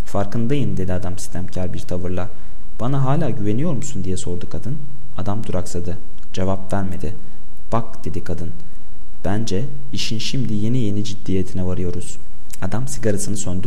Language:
Turkish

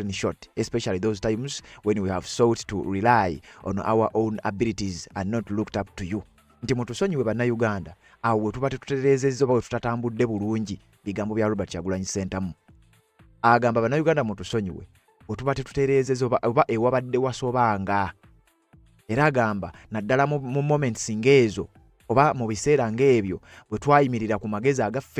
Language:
Ganda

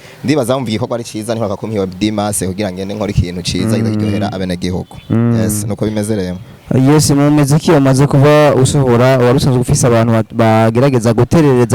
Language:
Rundi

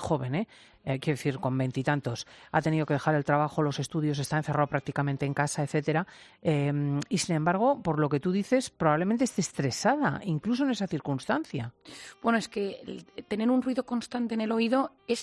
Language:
Spanish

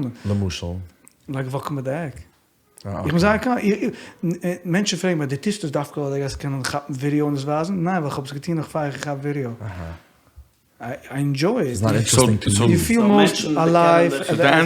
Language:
Yiddish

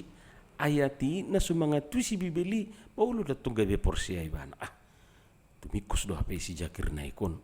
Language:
Batak Toba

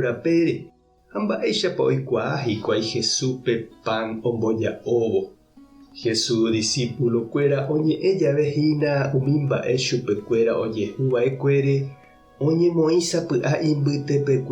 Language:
Guarani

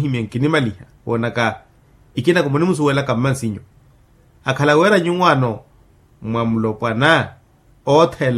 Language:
Makhuwa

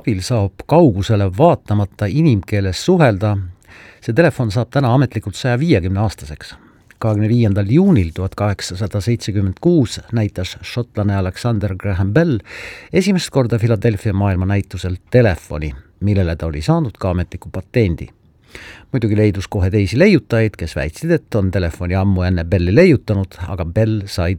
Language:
Estonian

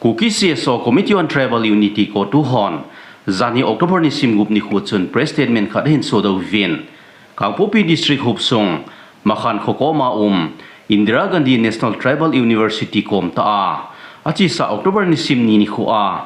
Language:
Thado Chin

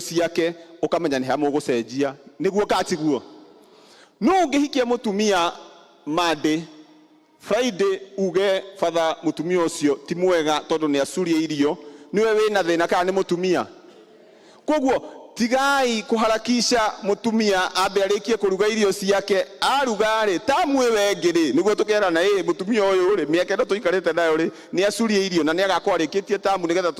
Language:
Kikuyu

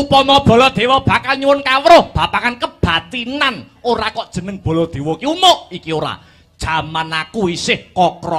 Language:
Javanese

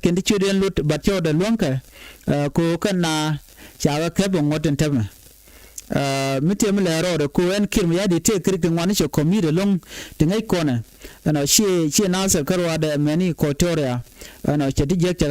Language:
Nuer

